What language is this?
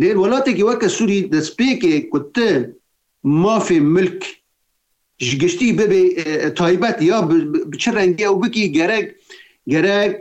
Kurdish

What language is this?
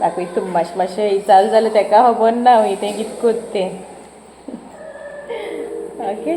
Konkani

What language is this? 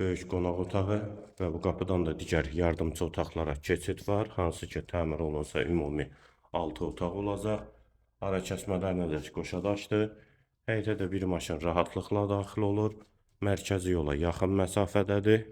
Azerbaijani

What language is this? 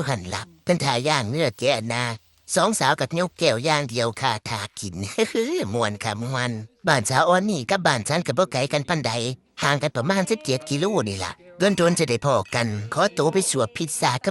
Lao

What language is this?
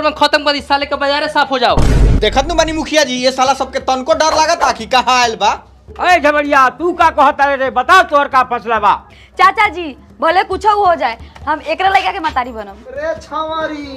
Bhojpuri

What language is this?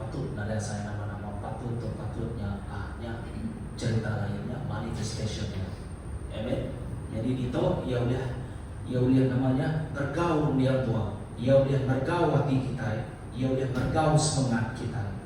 Iban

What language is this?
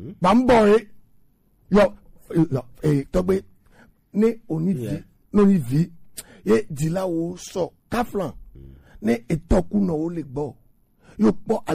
Gen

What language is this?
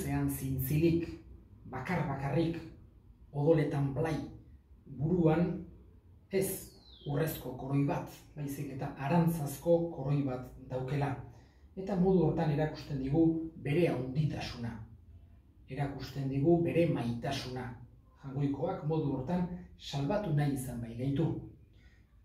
Basque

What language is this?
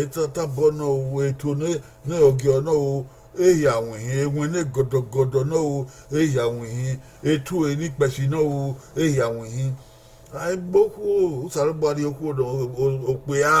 Bini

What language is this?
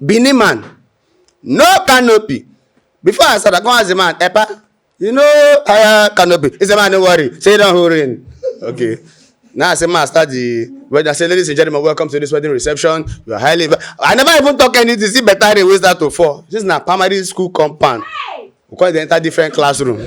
Nigerian Pidgin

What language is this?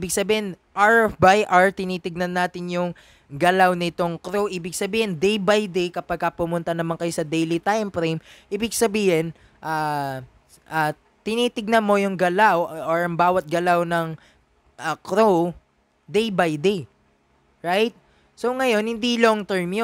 Filipino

